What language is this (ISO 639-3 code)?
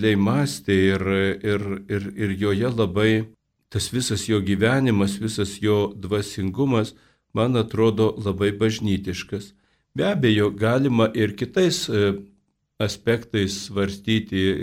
lit